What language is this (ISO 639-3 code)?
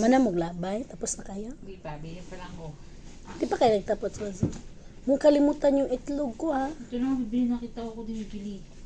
ceb